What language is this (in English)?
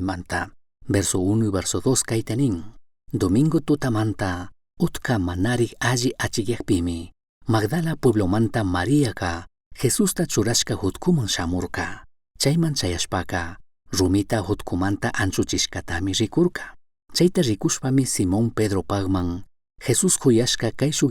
Chimborazo Highland Quichua